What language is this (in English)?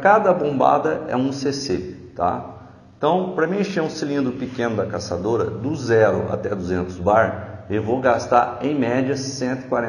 Portuguese